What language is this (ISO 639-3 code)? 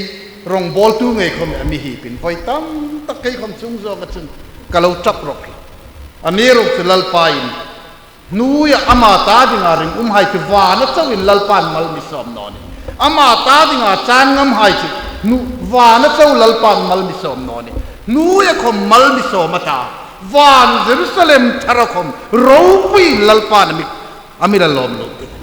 hmr